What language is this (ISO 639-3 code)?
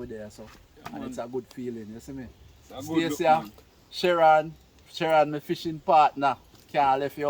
jam